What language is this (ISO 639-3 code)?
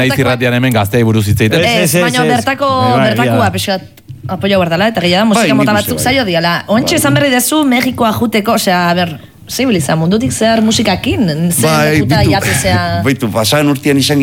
eus